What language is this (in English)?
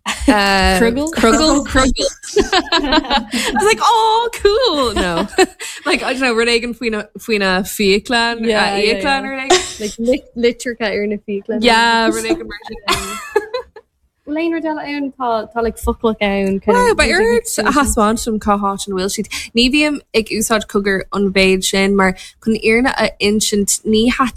Irish